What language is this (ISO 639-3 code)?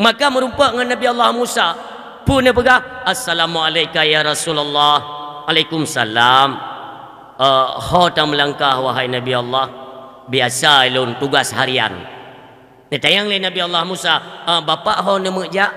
ace